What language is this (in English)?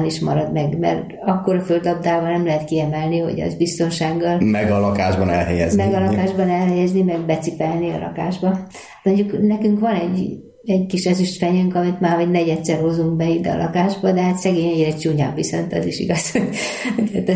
Hungarian